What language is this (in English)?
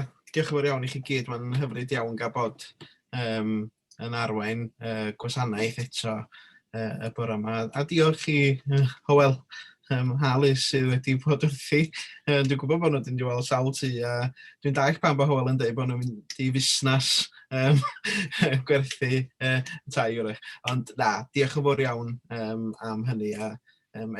Welsh